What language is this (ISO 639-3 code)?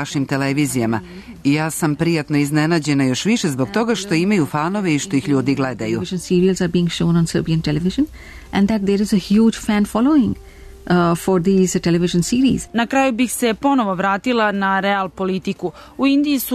srp